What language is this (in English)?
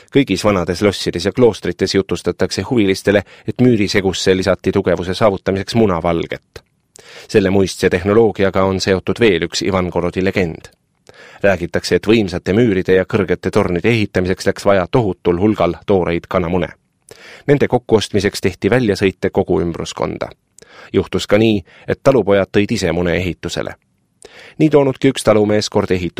Estonian